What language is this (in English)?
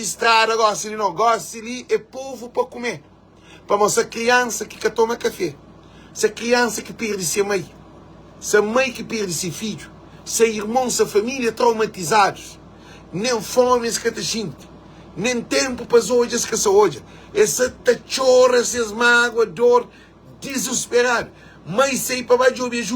Kabuverdianu